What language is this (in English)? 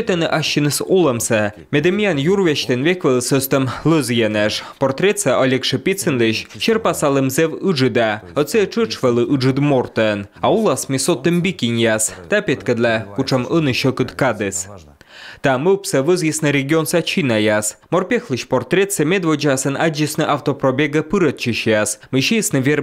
Komi